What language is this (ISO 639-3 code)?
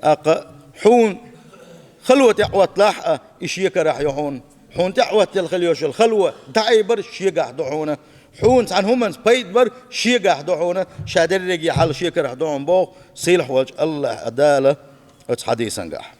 che